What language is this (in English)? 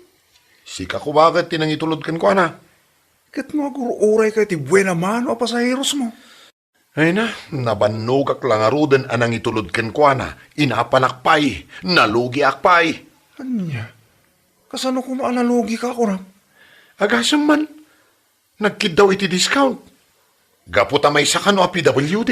Iloko